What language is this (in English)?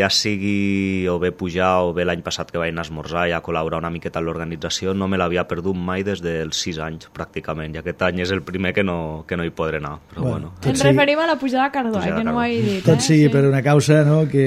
Catalan